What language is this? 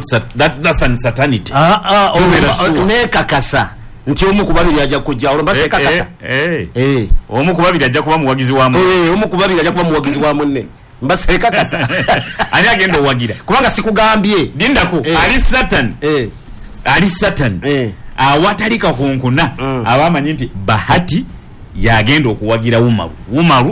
Ganda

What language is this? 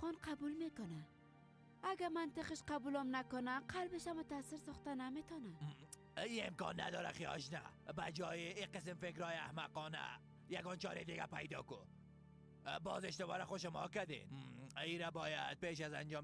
Persian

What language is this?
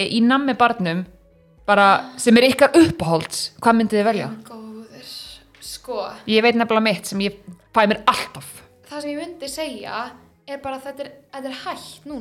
Icelandic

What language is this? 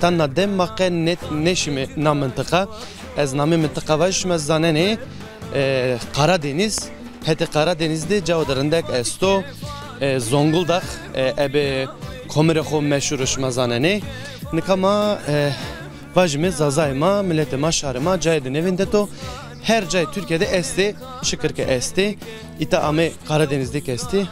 Zaza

